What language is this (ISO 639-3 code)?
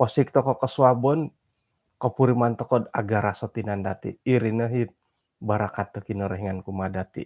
dtp